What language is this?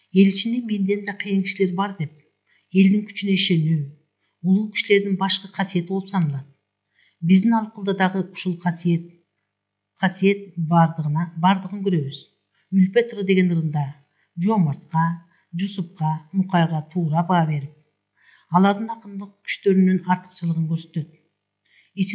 Kyrgyz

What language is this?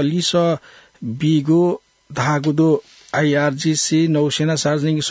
Newari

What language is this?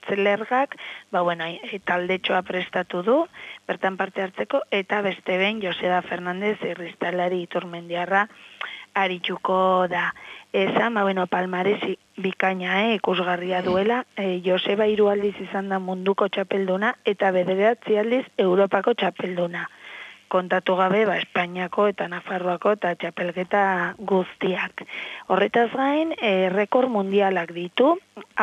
Basque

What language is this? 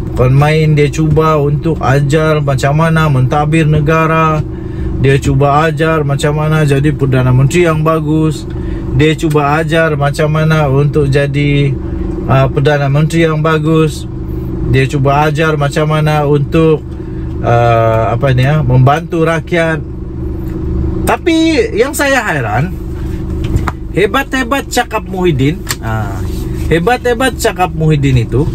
Malay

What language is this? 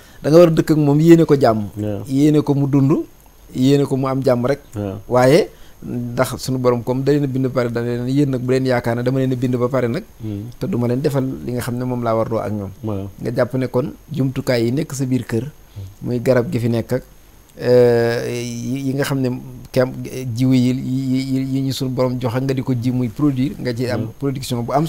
Wolof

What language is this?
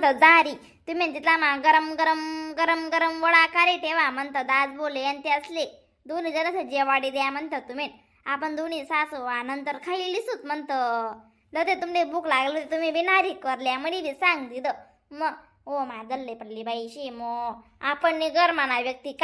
Khandesi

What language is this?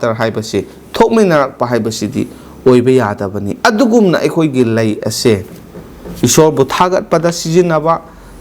Manipuri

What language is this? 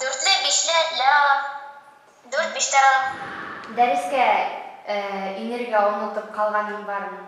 Bashkir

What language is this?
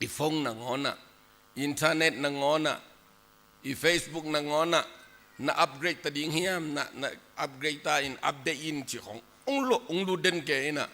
Tedim Chin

